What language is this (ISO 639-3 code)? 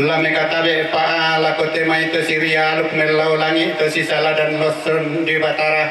sda